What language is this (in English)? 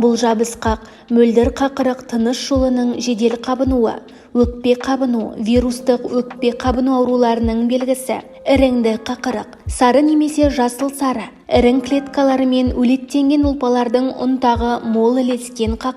Kazakh